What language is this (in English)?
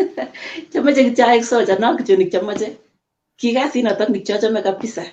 Kalenjin